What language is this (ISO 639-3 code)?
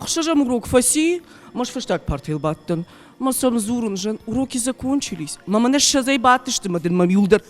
oss